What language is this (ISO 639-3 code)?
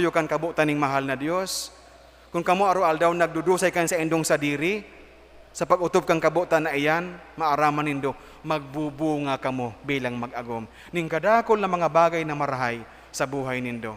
bik